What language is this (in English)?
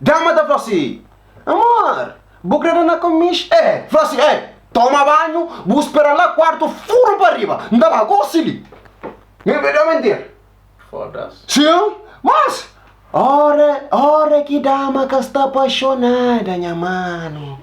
Kabuverdianu